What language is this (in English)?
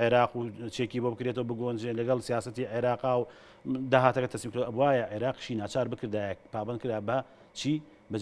Central Kurdish